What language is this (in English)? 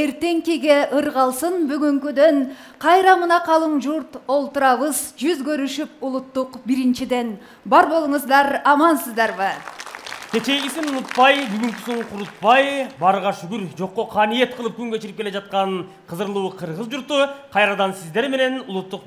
Kyrgyz